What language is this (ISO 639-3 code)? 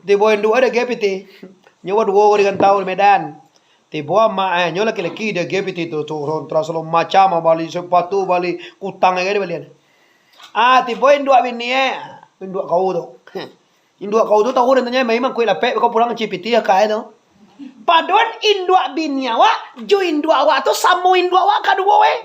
min